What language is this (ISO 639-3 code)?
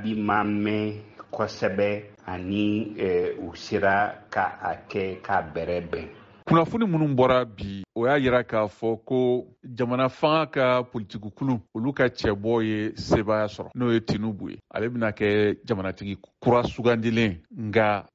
bam